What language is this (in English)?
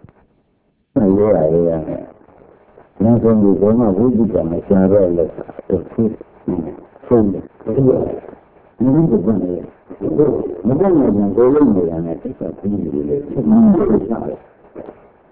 Burmese